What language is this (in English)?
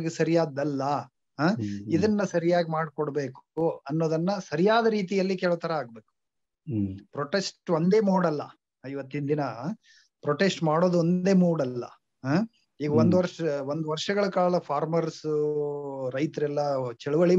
Kannada